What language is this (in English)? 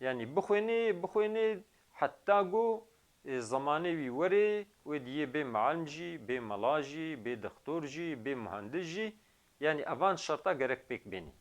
Kurdish